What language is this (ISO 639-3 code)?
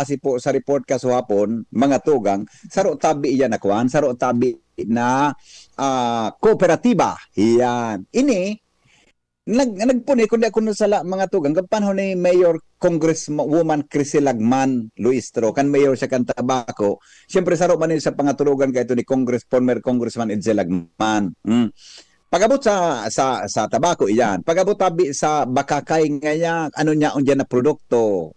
bik